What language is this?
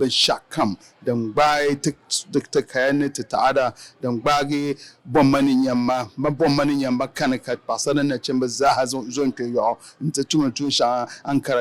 Dagbani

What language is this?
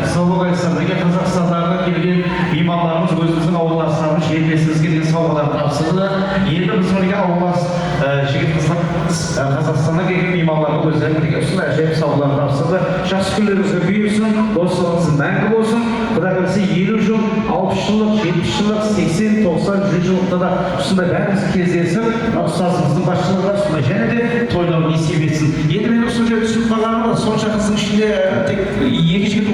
Kara-Kalpak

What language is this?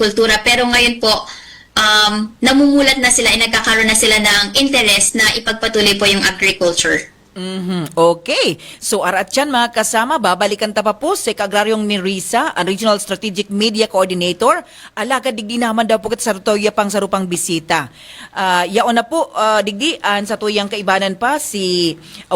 Bikol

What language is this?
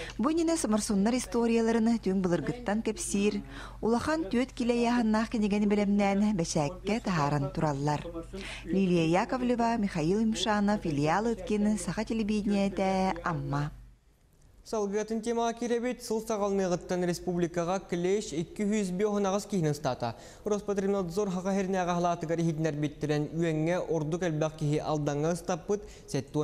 Yakut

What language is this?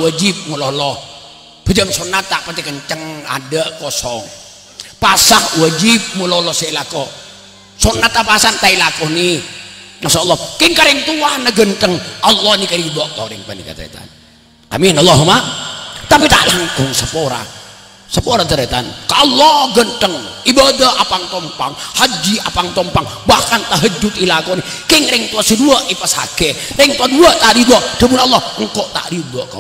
Madurese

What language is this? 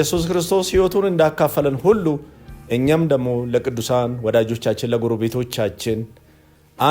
Amharic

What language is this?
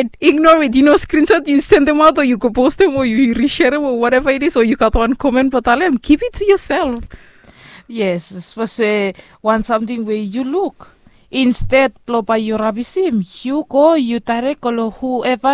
Bislama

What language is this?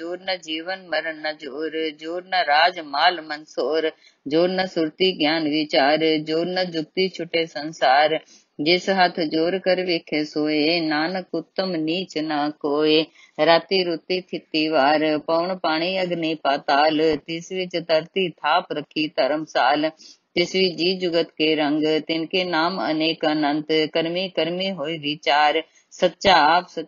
Punjabi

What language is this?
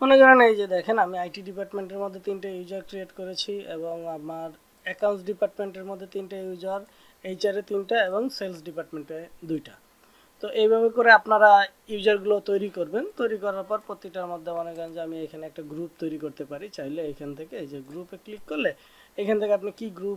Bangla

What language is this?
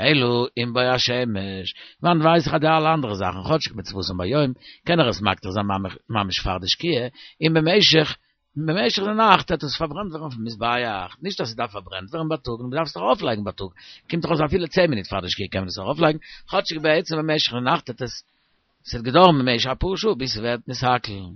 Yiddish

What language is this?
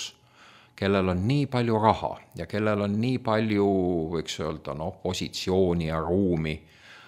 Estonian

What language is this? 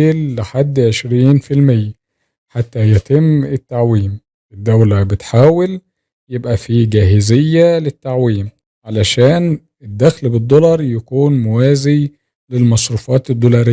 Egyptian Arabic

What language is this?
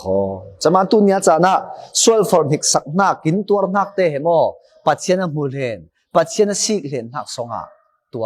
Falam Chin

